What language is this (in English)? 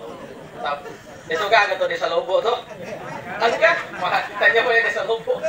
Buginese